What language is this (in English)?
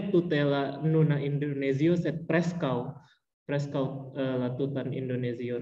Esperanto